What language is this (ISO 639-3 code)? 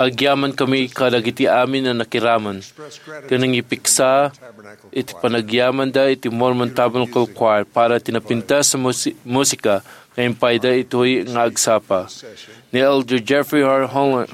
ilo